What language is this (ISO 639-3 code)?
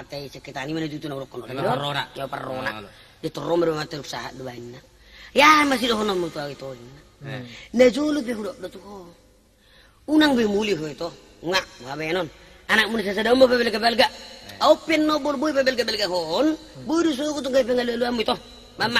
bbc